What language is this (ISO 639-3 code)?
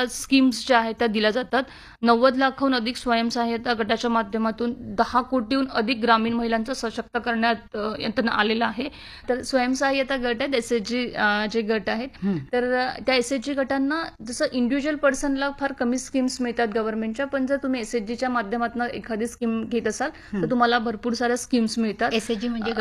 mar